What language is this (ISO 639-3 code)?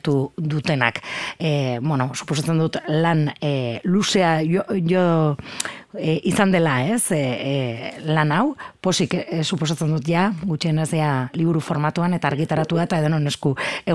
eus